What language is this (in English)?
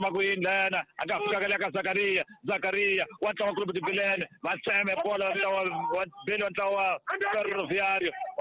Tsonga